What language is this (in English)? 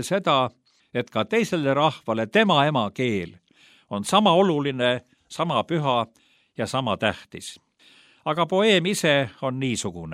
Estonian